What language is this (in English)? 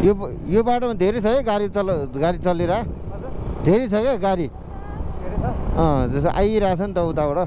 Nepali